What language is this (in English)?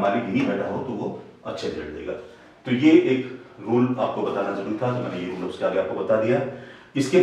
Hindi